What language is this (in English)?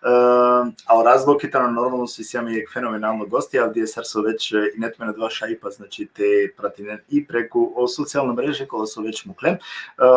Balkan Romani